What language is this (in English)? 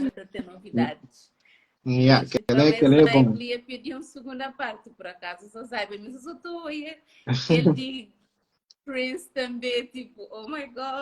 Kabuverdianu